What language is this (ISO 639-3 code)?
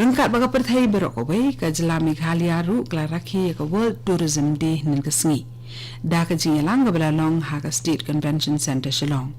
kha